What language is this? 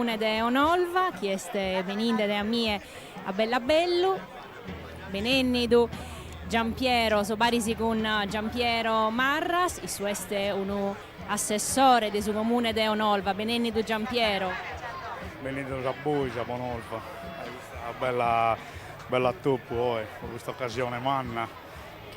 Sardinian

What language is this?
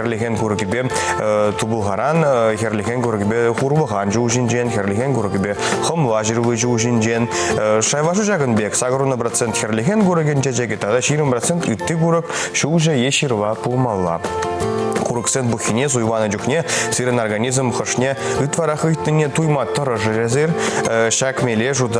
Chuvash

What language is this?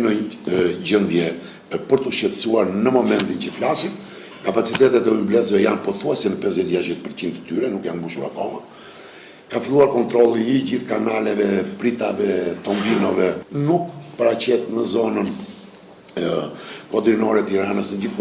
Albanian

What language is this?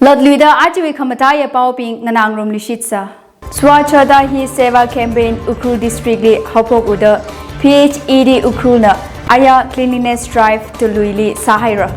Tangkhul Naga (India)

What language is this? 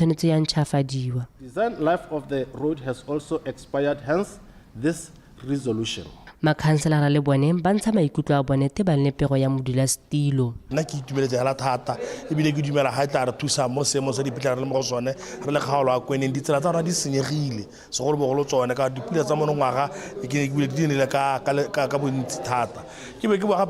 Tswana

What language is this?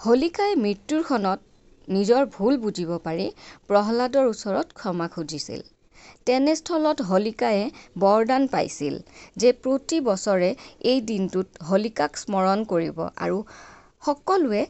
Assamese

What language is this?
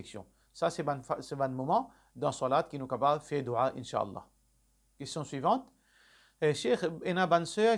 Morisyen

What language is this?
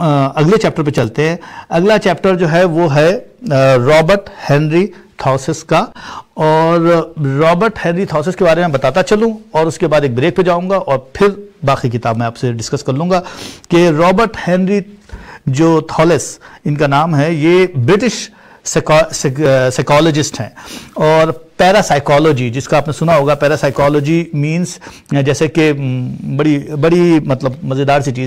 Urdu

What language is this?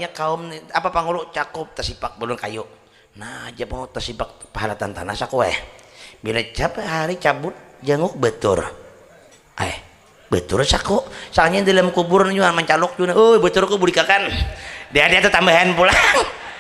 Banjar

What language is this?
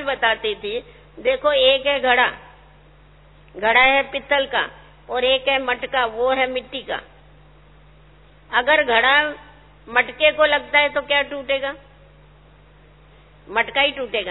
Hindi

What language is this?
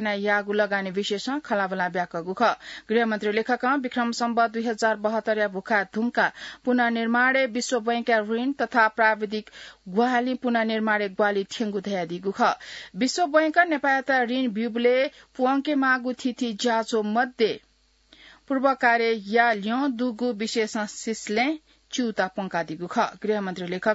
Newari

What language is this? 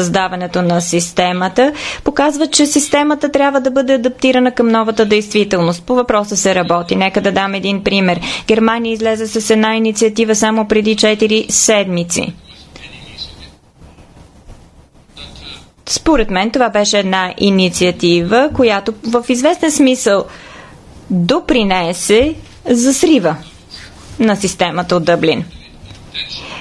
Bulgarian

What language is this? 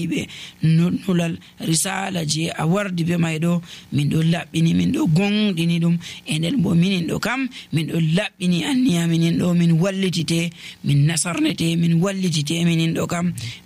Nigerian Fulfulde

